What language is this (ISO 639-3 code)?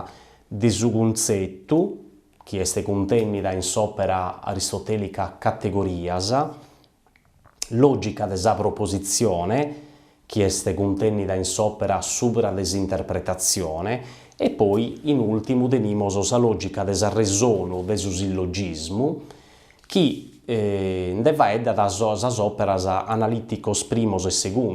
srd